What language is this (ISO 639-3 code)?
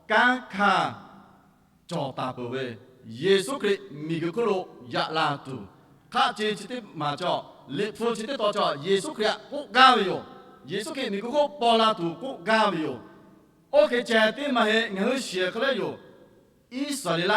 lhu